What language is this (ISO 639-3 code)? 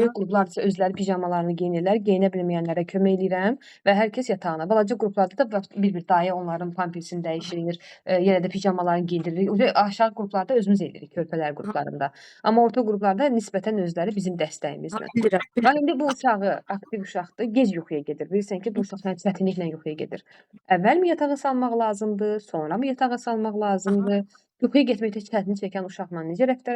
aze